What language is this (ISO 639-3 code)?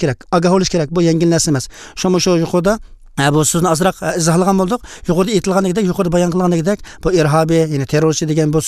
uig